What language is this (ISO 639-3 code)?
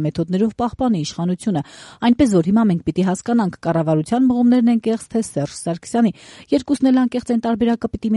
hye